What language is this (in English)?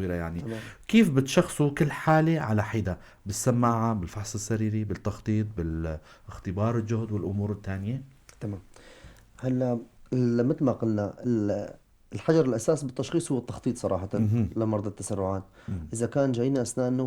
North Levantine Arabic